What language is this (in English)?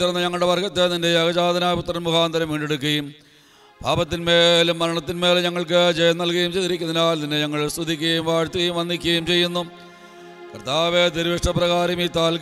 Malayalam